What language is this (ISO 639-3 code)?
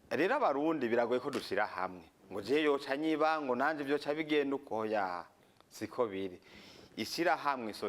run